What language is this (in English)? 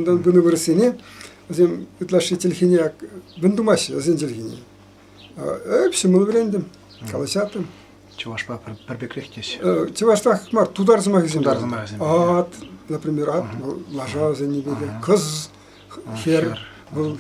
Chuvash